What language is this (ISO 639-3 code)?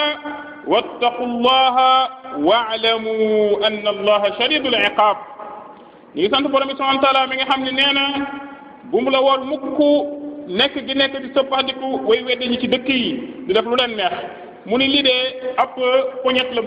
wol